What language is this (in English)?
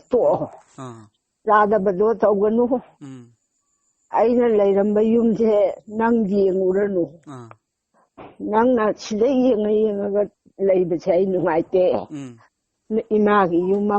Manipuri